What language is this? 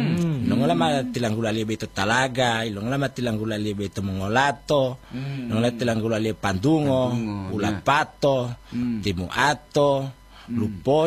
Gorontalo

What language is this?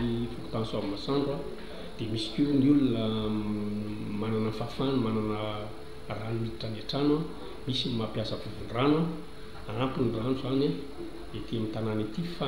Malagasy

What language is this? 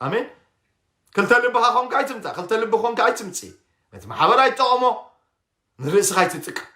Tigrinya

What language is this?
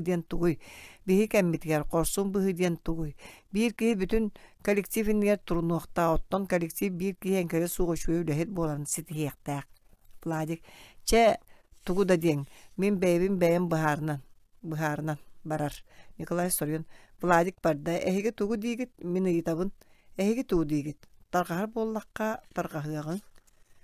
Yakut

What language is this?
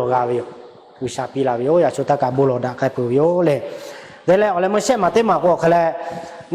Lahu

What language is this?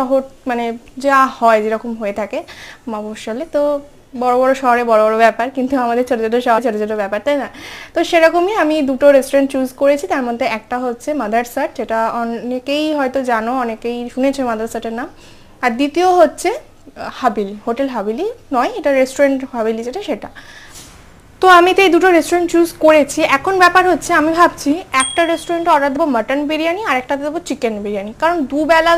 Bangla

